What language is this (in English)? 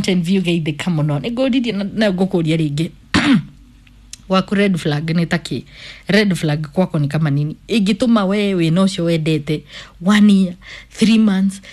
Kikuyu